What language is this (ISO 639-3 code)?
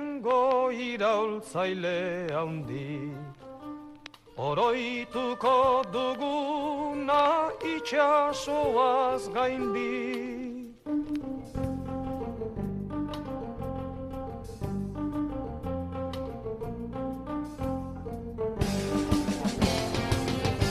eus